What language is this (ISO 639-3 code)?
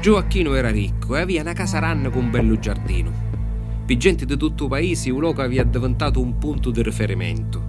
scn